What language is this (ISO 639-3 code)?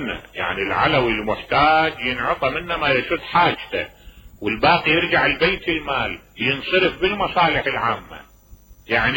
acm